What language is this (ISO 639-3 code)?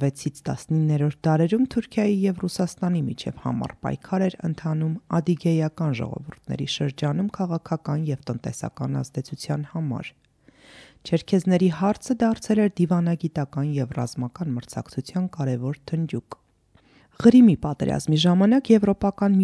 hye